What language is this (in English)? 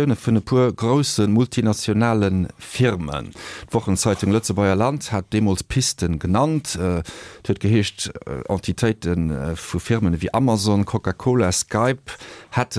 Luxembourgish